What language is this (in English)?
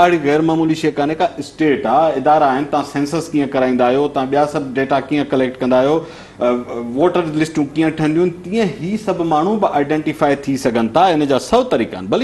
Sindhi